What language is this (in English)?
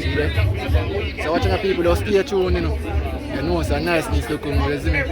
Jamaican Creole English